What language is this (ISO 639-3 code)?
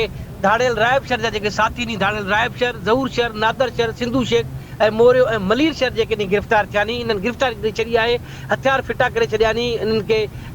snd